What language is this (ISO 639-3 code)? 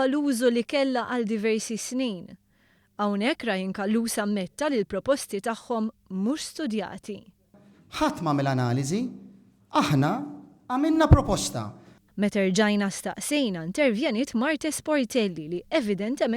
mlt